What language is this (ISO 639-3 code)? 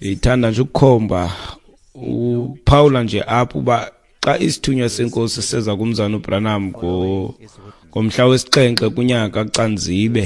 xho